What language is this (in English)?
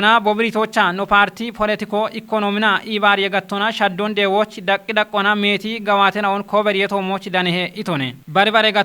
Kafa